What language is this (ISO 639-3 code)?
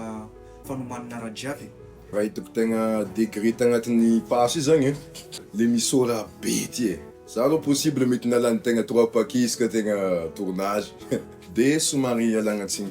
mlg